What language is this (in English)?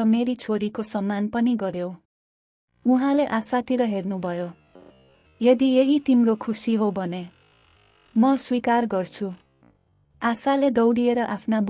Nepali